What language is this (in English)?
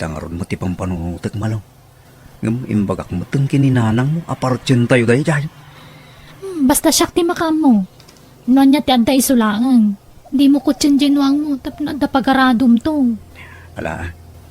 Iloko